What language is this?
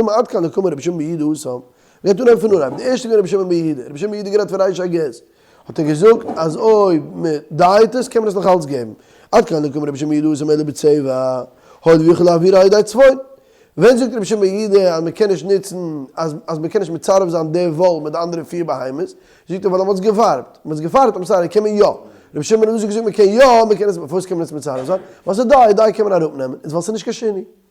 Yiddish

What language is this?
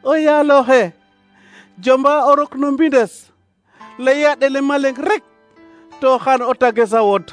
Serer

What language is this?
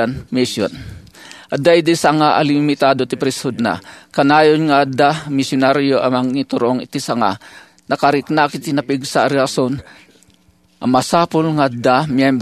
Iloko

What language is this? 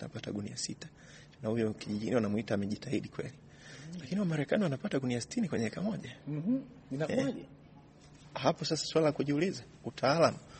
Swahili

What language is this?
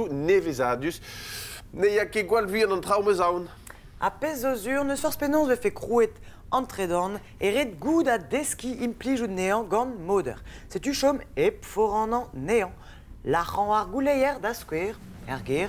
Breton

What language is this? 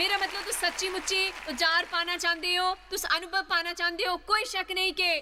Dogri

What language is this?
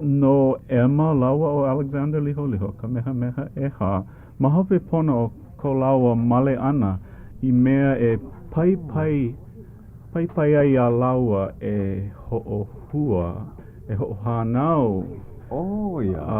Hawaiian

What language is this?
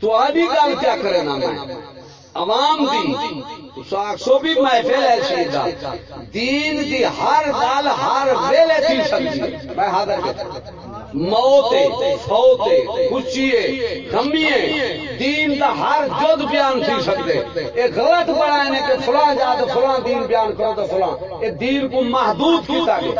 Saraiki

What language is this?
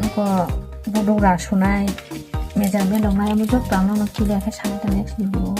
Kok Borok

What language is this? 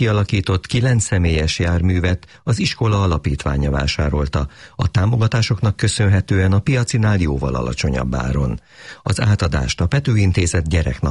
Hungarian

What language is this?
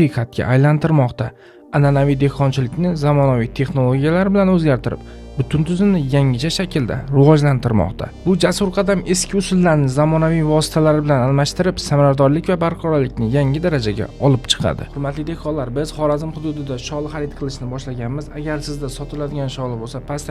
Uzbek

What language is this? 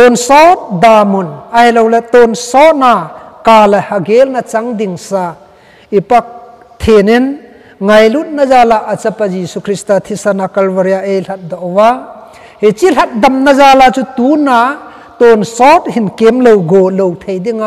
Thado Chin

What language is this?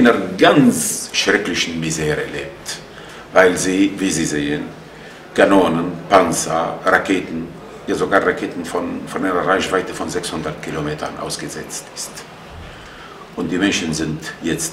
German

